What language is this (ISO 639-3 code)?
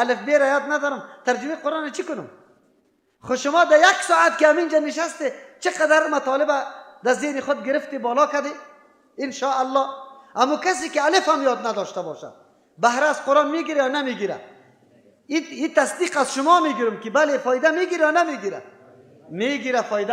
fas